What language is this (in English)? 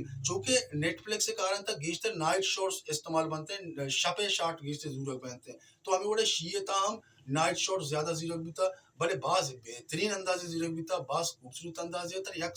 Baluchi